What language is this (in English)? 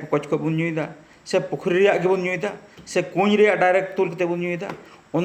Santali